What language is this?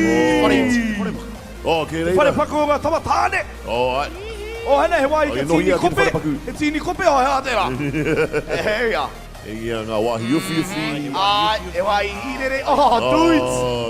Māori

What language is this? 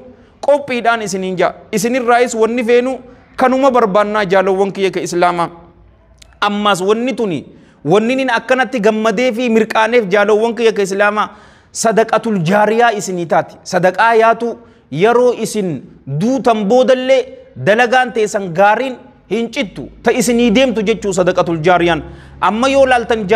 Oromo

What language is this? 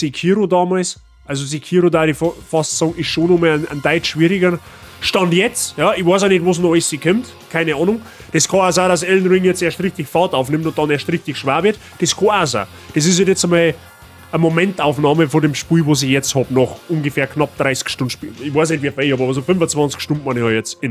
Bavarian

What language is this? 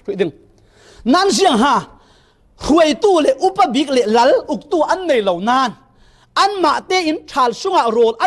Falam Chin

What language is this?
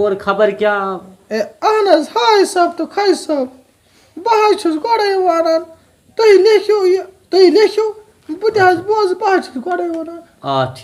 Kashmiri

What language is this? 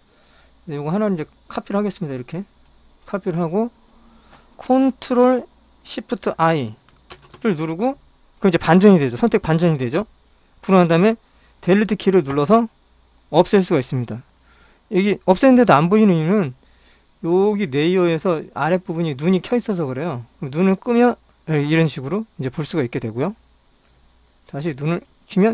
Korean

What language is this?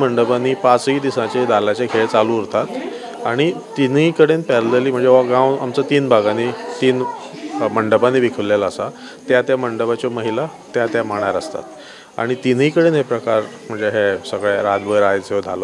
Konkani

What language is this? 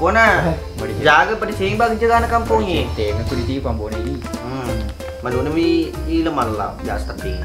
Buginese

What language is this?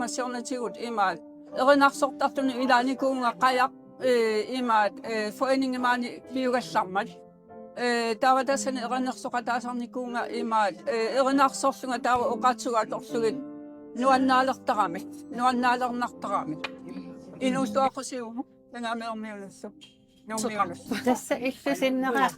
Kalaallisut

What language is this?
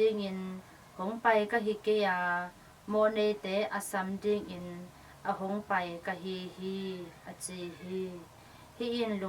Tedim Chin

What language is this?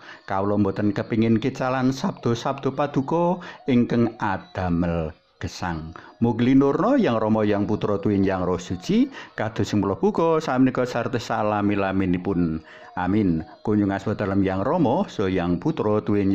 Javanese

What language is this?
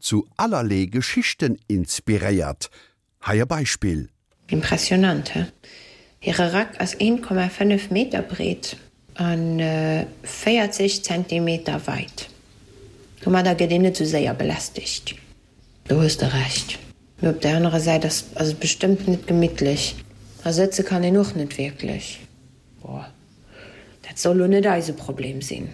Luxembourgish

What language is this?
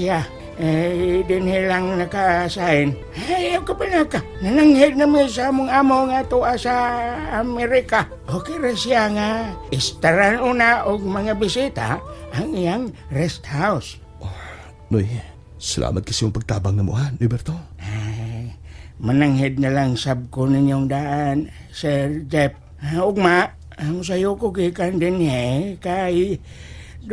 Cebuano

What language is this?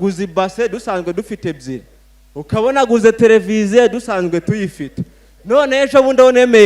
Kinyarwanda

